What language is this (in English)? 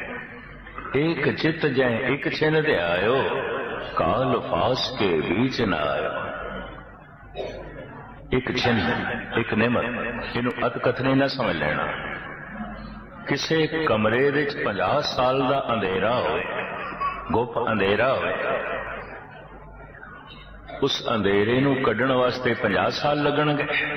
Punjabi